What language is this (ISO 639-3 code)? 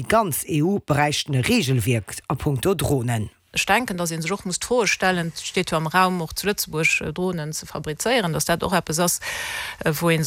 ltz